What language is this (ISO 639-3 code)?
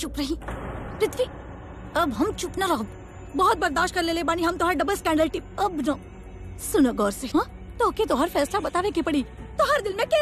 bho